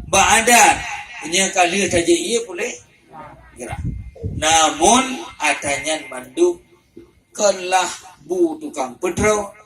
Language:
Achinese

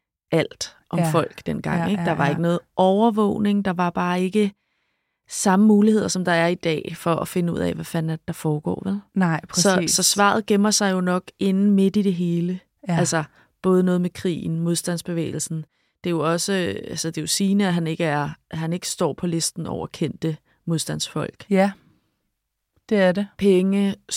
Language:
Danish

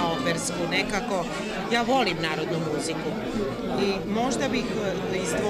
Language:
Serbian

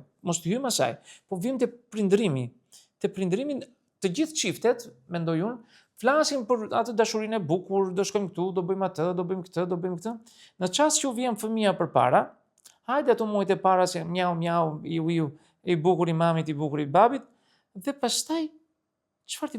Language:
Albanian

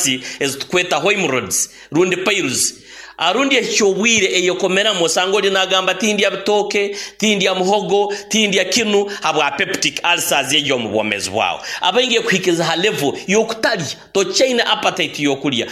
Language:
Nyoro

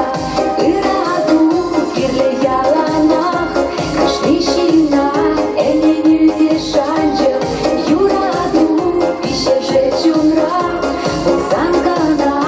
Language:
Chuvash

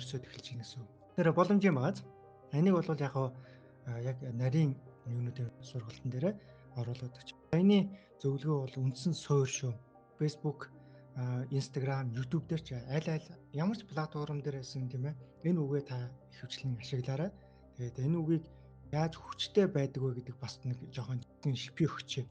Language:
Mongolian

